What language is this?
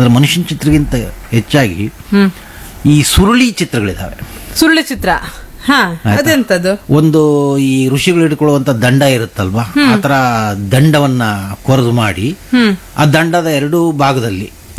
Kannada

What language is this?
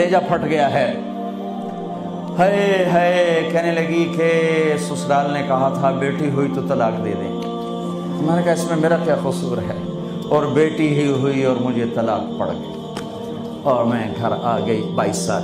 Urdu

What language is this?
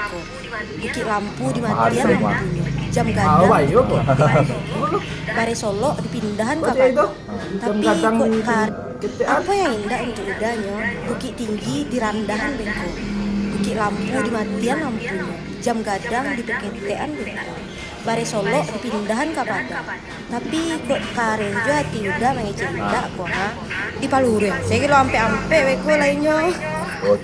Minangkabau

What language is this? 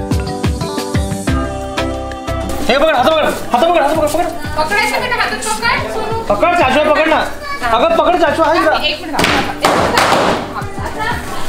Marathi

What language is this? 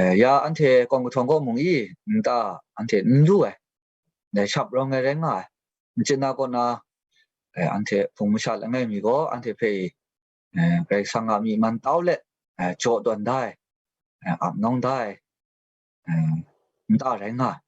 Kachin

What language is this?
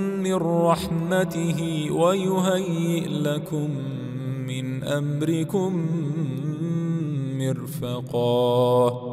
Arabic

